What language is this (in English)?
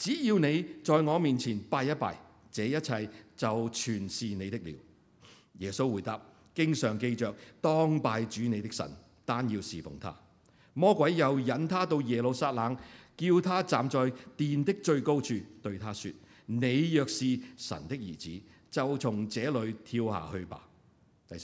Cantonese